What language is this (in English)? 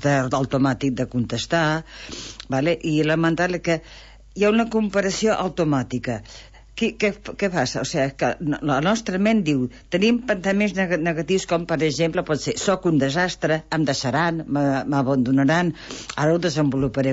Catalan